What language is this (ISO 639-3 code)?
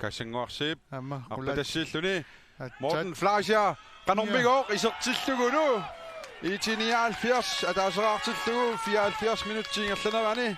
kal